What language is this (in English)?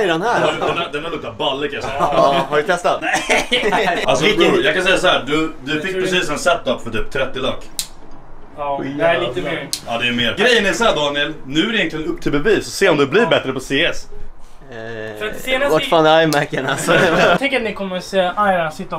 Swedish